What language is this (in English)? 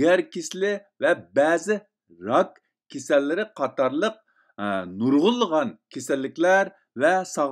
Uyghur